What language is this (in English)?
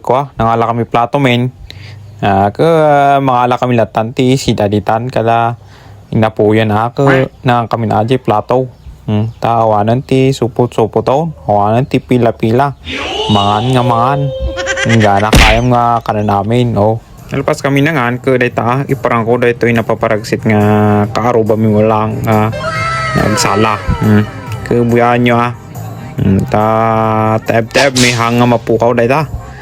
Iloko